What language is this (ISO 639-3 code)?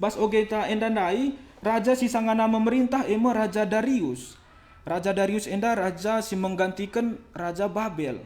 btx